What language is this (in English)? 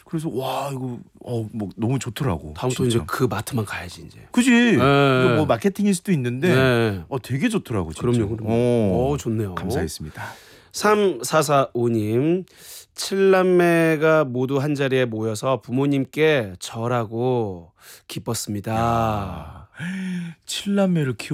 Korean